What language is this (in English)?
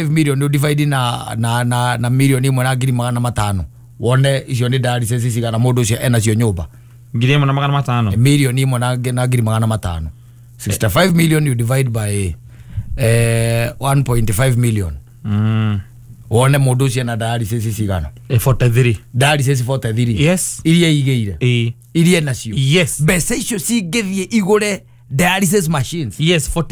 Kikuyu